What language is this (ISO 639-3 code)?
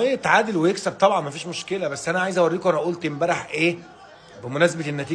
arz